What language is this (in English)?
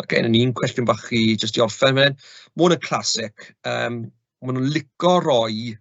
Welsh